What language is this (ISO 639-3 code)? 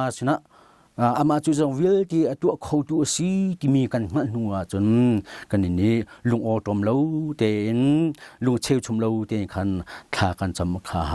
cnh